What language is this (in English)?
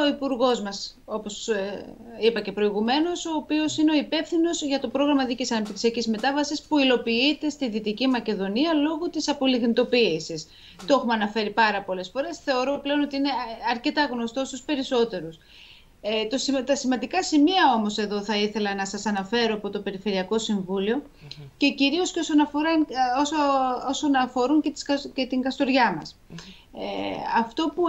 Greek